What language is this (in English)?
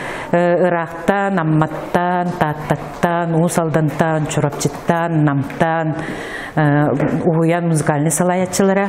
Yakut